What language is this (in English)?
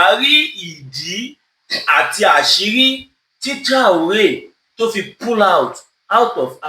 Yoruba